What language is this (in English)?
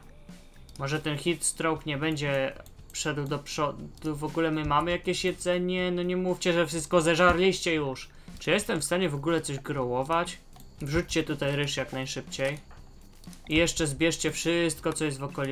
Polish